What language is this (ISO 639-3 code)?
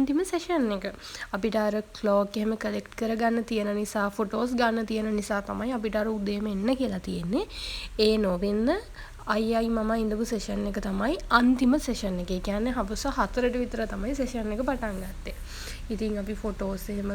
sin